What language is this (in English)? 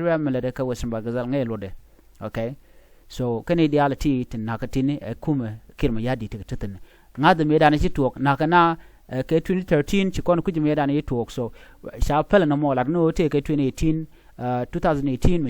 Nuer